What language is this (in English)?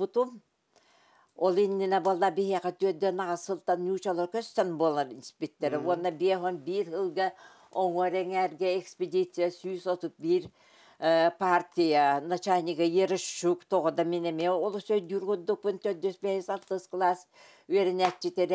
Yakut